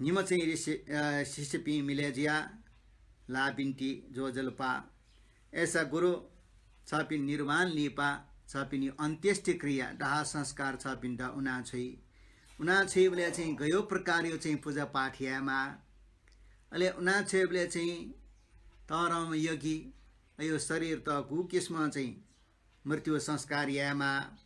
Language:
Newari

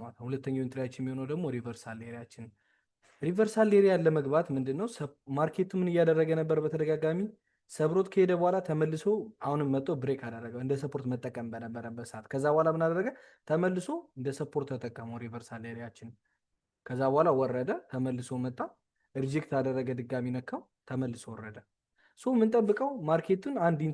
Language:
Amharic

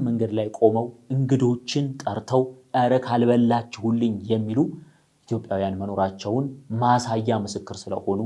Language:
Amharic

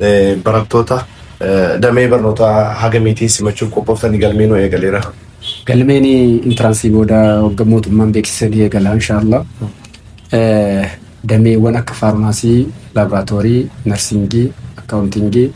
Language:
Oromo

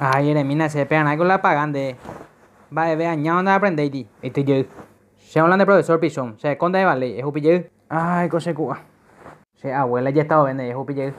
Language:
Guarani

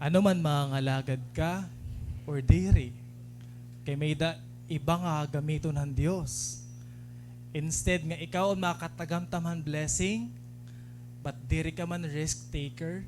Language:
Waray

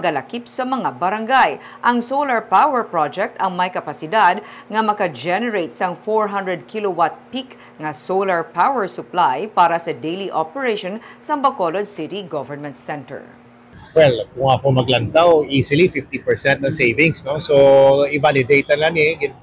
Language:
Hiligaynon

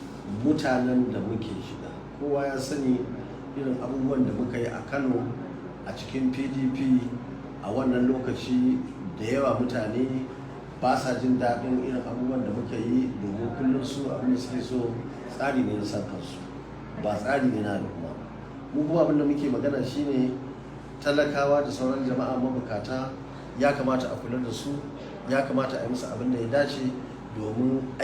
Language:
Hausa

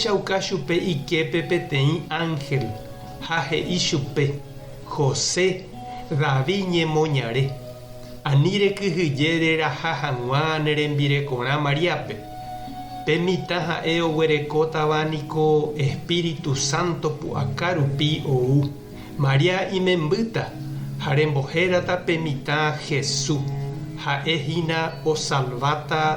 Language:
Guarani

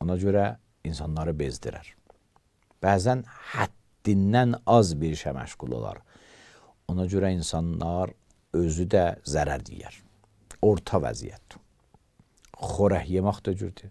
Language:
Azerbaijani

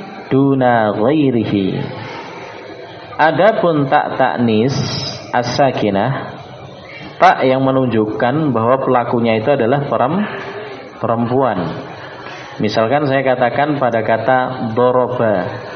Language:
Indonesian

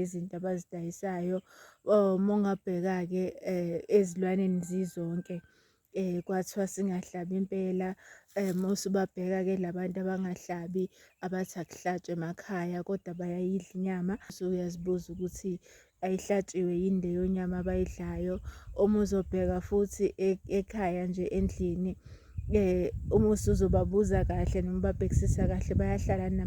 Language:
Zulu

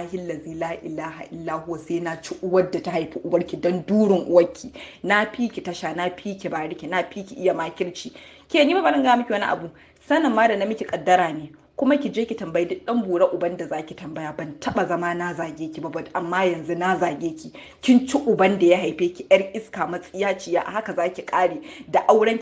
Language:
Hausa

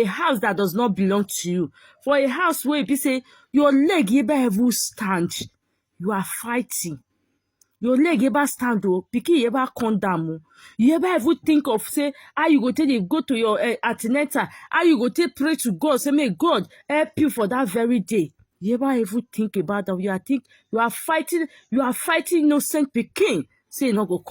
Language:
Nigerian Pidgin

